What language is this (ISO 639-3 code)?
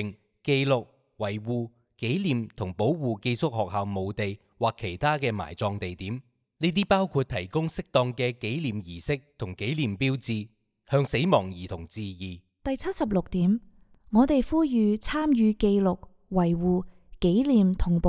yue